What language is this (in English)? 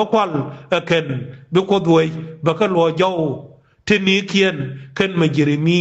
Nuer